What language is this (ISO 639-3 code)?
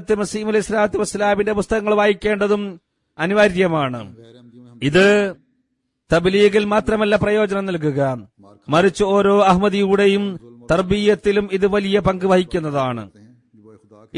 mal